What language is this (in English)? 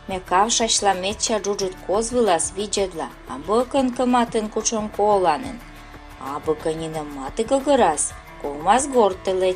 Komi